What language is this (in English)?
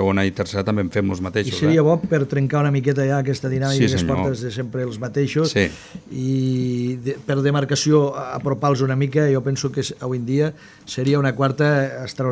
Catalan